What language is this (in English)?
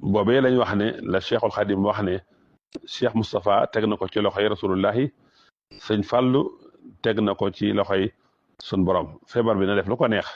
Wolof